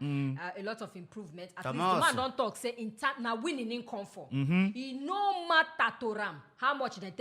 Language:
Nigerian Pidgin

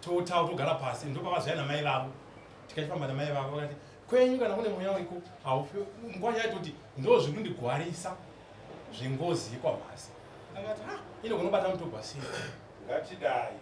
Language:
Shona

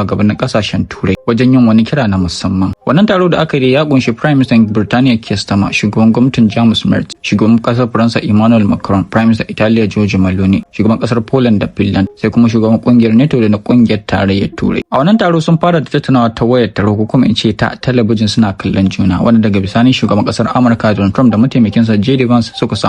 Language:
Hausa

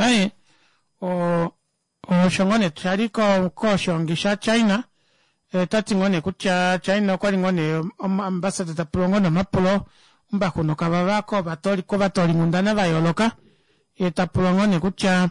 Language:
Kuanyama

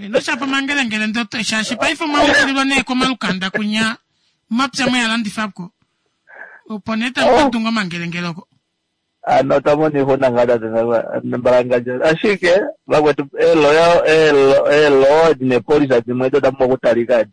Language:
Kuanyama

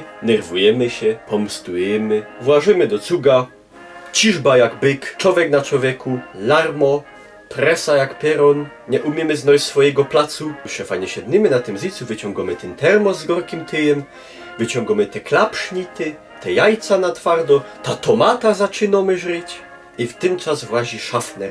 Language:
Silesian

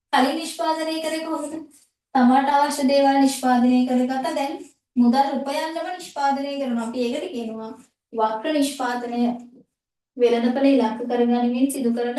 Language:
Sinhala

